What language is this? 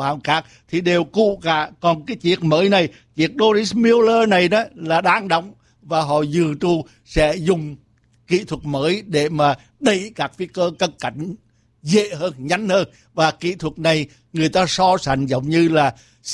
Vietnamese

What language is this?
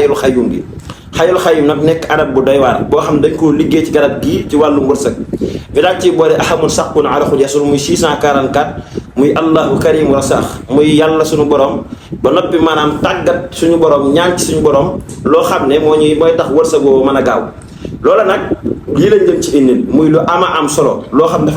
Wolof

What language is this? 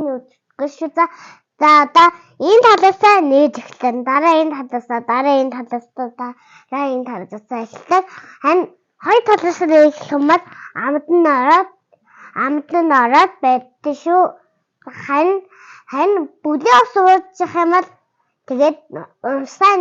Mongolian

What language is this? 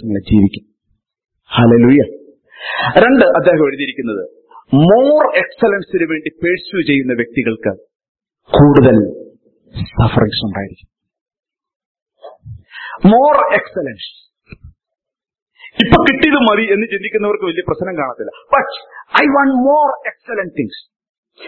Malayalam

